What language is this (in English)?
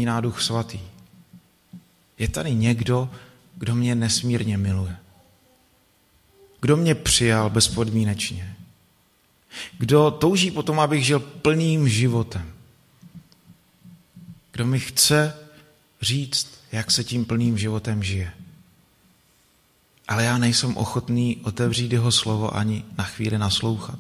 Czech